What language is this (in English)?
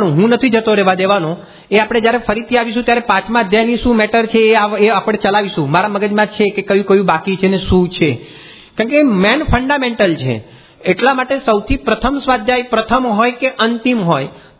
Gujarati